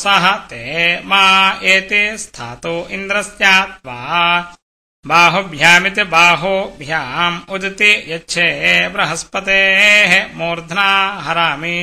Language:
Sanskrit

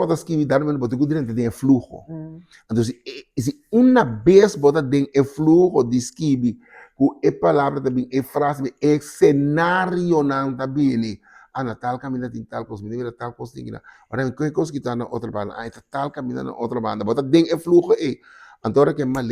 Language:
Papiamento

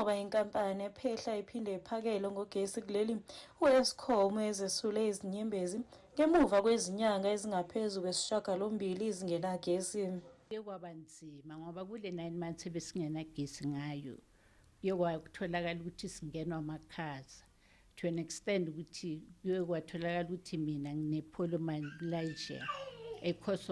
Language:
Zulu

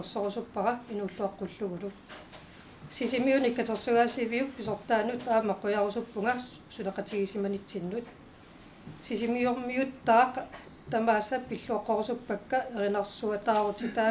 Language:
Kalaallisut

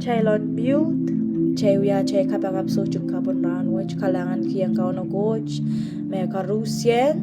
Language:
Pohnpeian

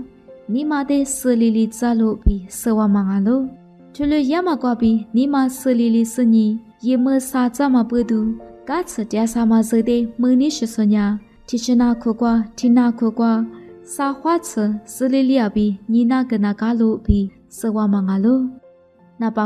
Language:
Lisu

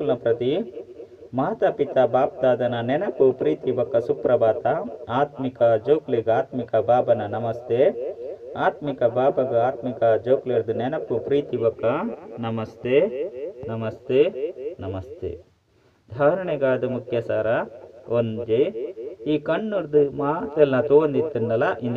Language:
Tulu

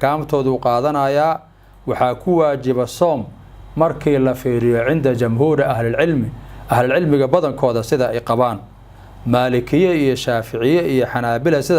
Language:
Somali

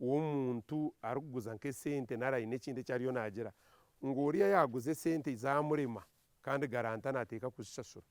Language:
Nyankole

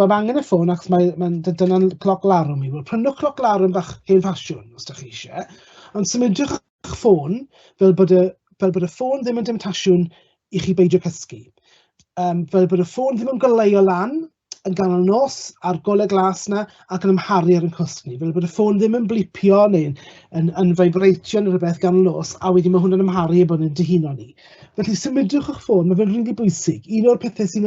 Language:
Welsh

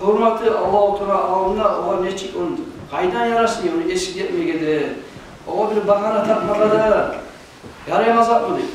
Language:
Kumyk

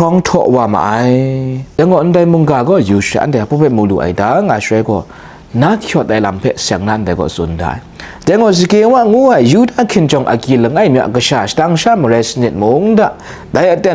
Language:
Kachin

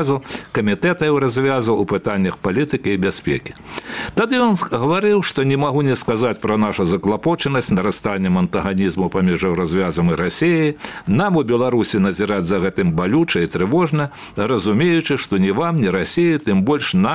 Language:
Belarusian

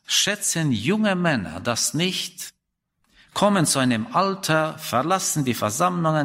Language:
German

